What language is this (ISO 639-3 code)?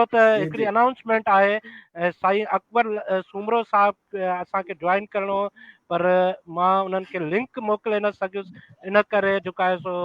snd